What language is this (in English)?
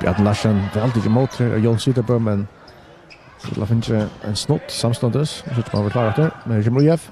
Faroese